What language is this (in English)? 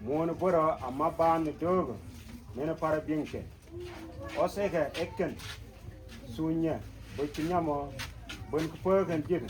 Mabaan